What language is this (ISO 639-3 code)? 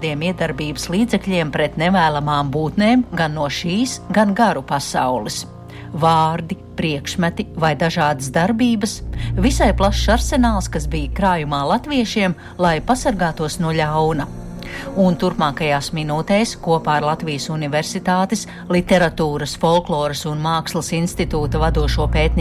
lav